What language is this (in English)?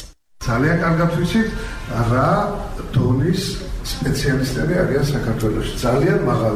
Georgian